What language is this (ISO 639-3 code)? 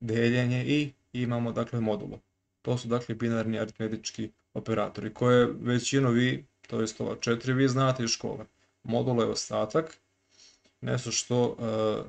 srp